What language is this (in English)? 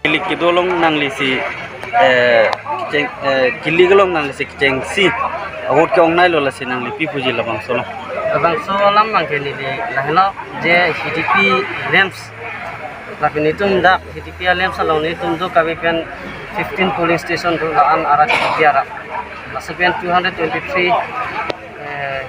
Karbi